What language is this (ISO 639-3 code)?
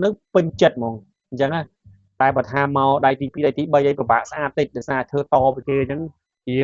khm